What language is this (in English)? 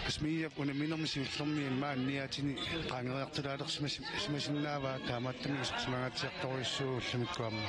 Kalaallisut